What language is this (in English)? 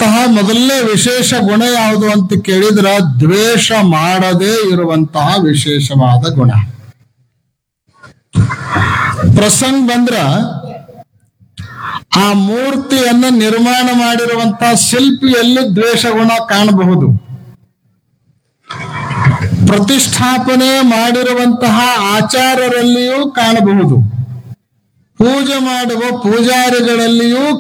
Kannada